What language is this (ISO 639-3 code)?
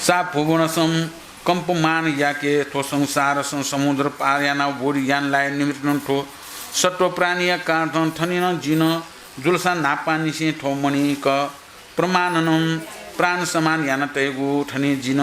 new